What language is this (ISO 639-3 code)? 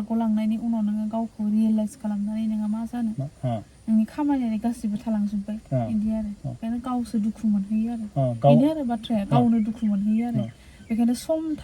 brx